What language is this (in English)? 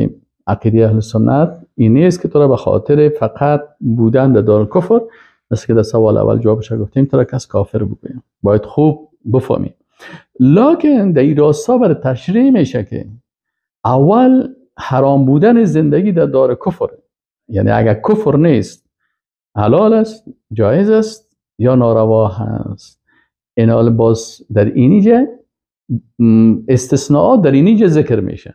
Persian